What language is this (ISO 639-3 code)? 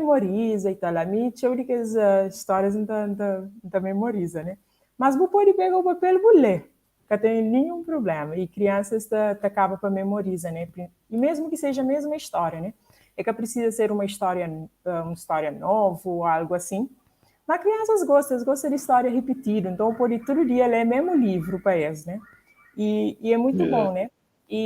kea